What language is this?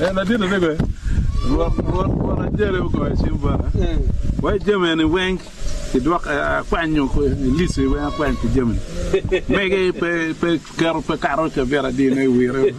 Acoli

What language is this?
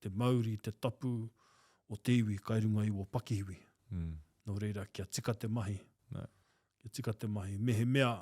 Māori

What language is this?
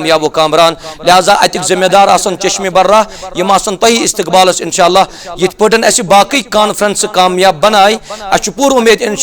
Kashmiri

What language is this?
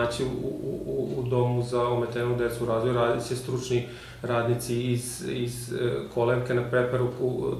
Serbian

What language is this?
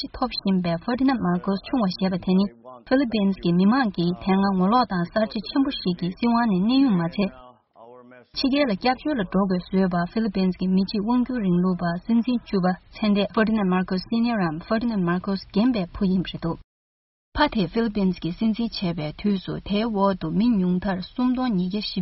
Tibetan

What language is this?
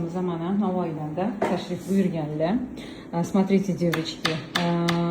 Uzbek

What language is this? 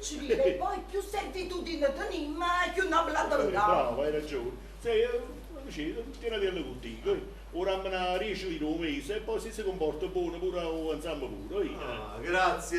Neapolitan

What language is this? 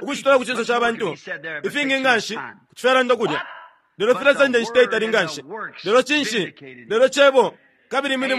Bemba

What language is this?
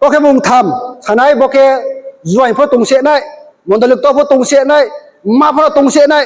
Riang (India)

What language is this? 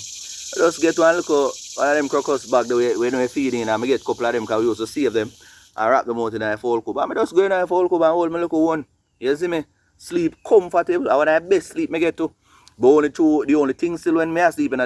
Jamaican Creole English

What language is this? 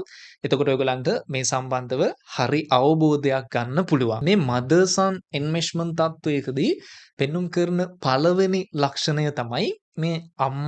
Sinhala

